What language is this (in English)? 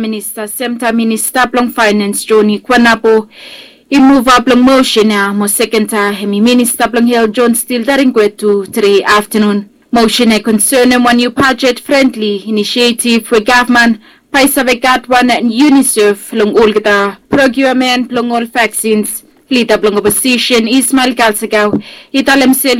Bislama